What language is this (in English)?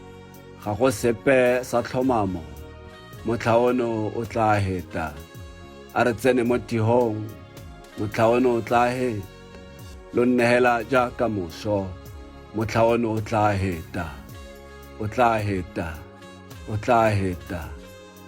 Tswana